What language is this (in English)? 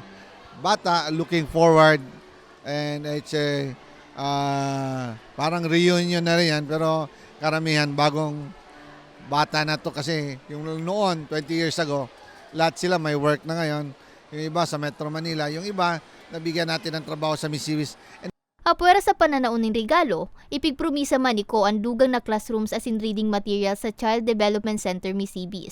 Bikol